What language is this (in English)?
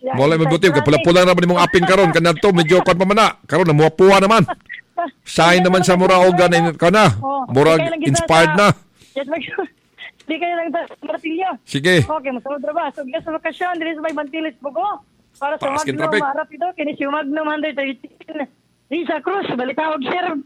Cebuano